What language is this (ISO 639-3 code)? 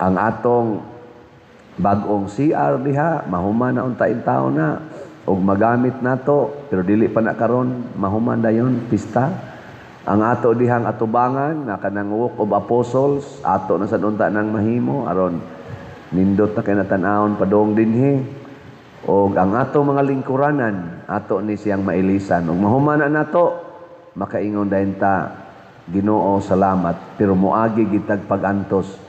ceb